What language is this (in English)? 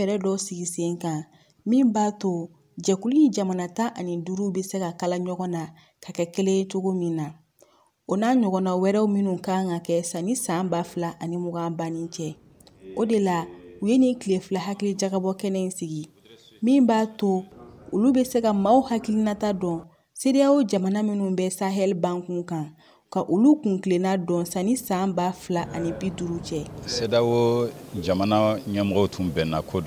Bambara